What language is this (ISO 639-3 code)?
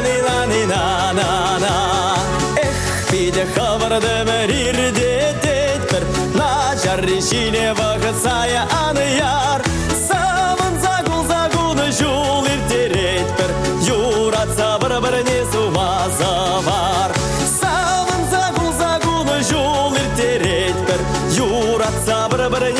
chv